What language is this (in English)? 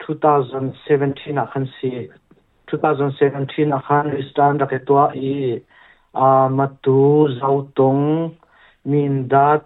Hakha Chin